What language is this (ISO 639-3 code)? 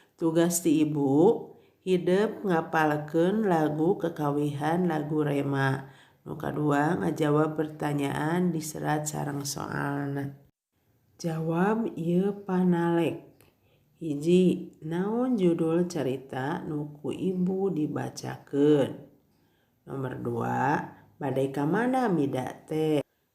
sun